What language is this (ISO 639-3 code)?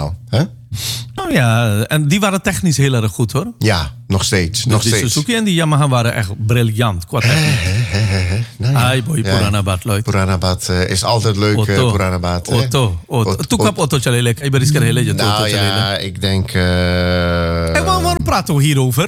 nld